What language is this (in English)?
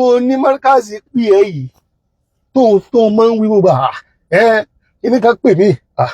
Yoruba